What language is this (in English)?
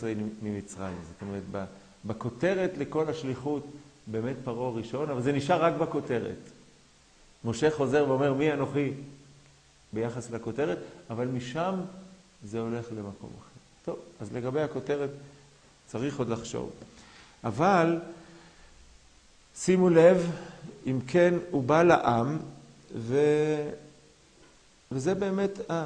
Hebrew